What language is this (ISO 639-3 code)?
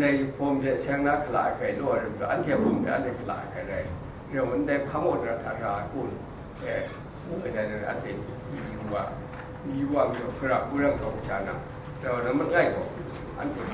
kac